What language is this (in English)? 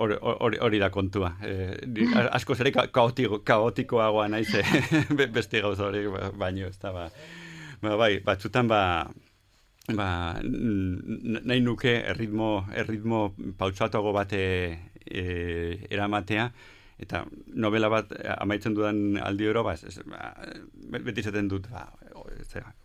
Basque